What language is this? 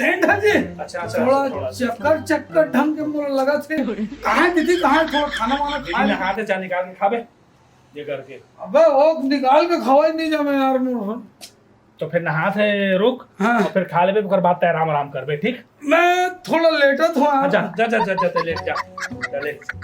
Chhattisgarhi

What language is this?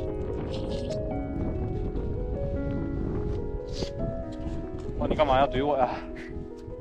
Chinese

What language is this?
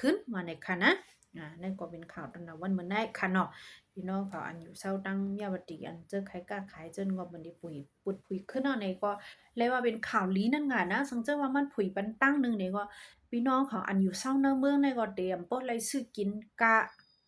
Shan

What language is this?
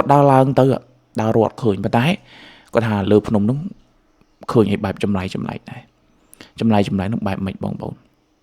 Khmer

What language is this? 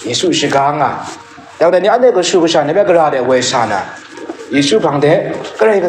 Kachin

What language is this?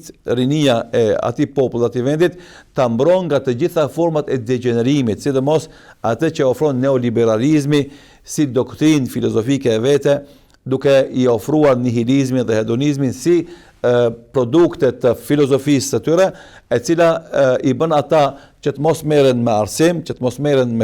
Albanian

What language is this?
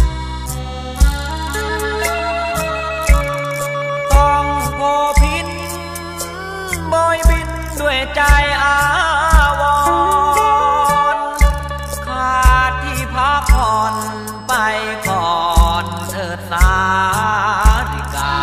Thai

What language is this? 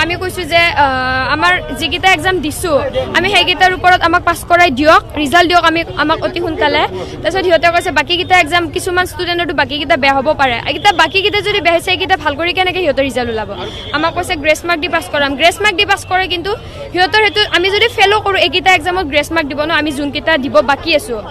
Assamese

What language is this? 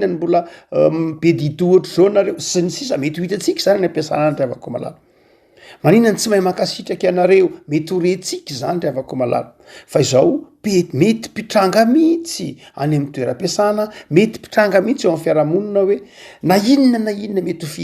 Malagasy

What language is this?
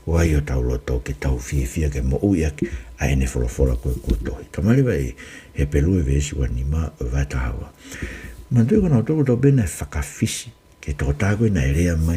Tongan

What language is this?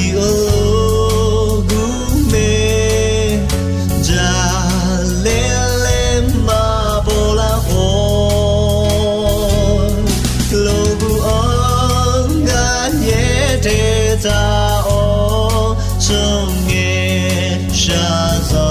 Akha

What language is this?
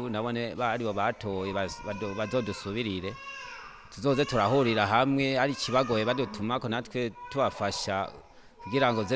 Rundi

